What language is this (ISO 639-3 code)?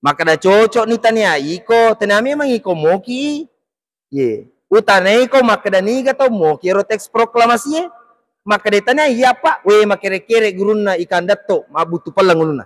bug